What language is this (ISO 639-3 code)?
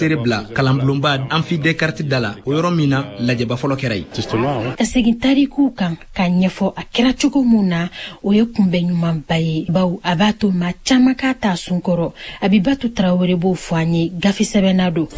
bam